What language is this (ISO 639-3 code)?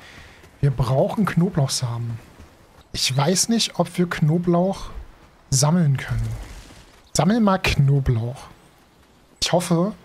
deu